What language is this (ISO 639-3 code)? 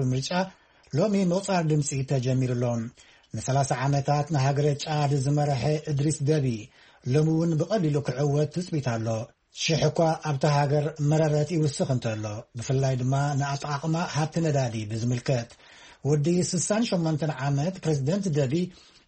tir